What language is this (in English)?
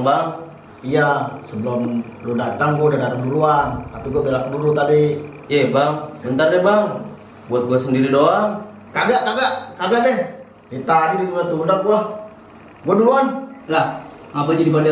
Betawi